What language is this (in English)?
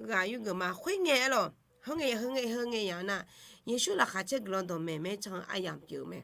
Akha